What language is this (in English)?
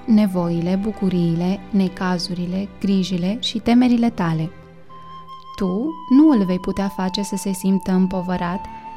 Romanian